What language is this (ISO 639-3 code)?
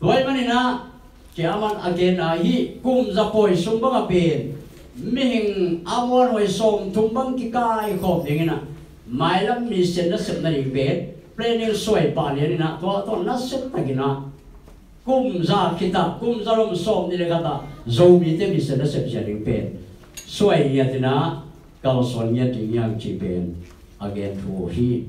ctd